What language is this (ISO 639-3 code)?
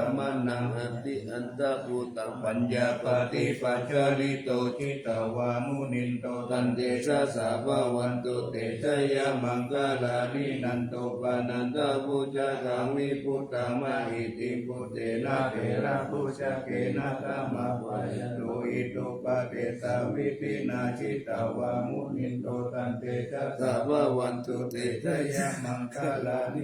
pli